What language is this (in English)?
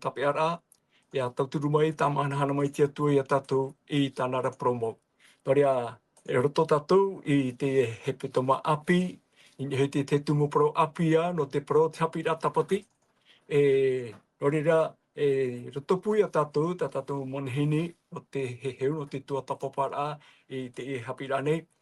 Tahitian